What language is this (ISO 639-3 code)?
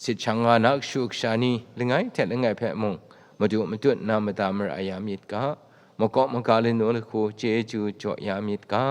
kac